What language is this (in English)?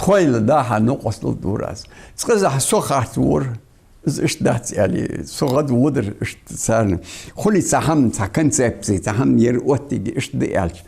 Ingush